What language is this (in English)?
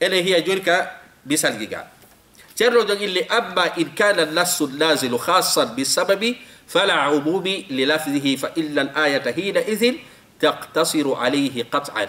Fula